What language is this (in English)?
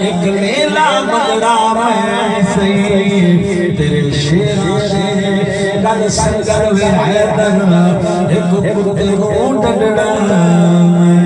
Saraiki